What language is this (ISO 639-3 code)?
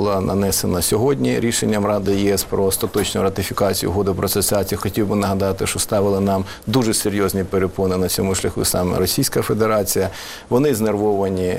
ukr